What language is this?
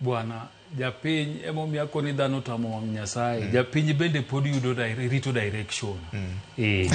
Luo (Kenya and Tanzania)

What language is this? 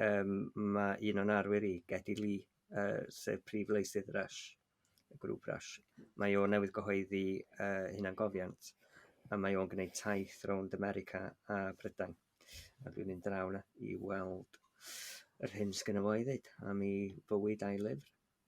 Welsh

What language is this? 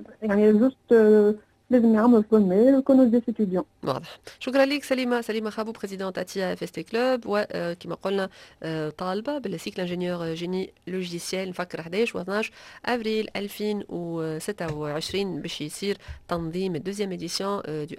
Tunisian Arabic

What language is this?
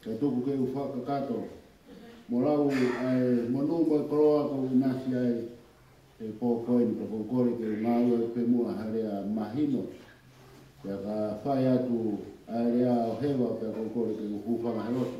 Tongan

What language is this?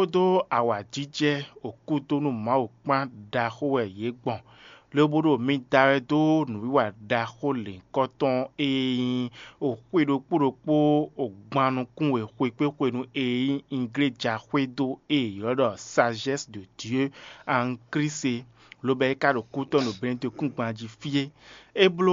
Fon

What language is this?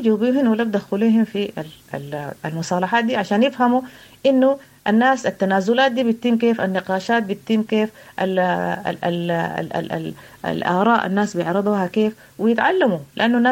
Sudanese Arabic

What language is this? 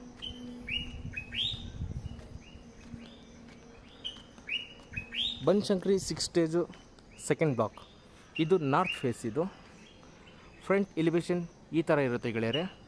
Kannada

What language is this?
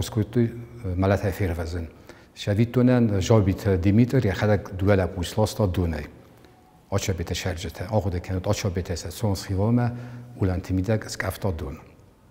Ossetic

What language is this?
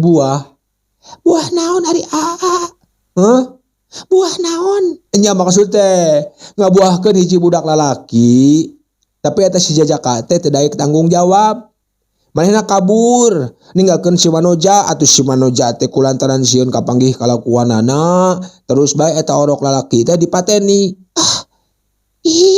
Sundanese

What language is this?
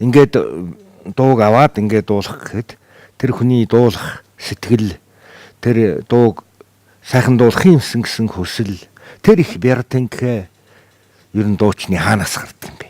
Mongolian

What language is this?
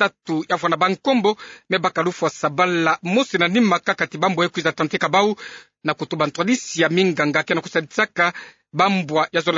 Kituba (Democratic Republic of Congo)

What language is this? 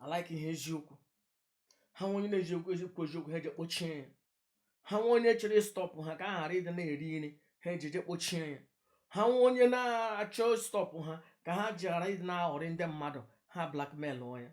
Igbo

